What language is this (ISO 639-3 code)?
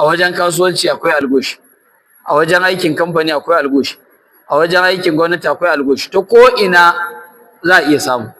hau